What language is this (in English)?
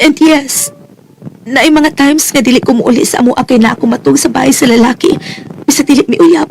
Cebuano